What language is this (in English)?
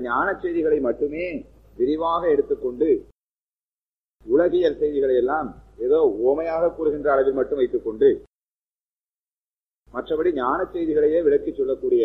Tamil